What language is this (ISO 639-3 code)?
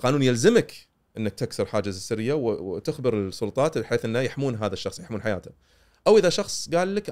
afb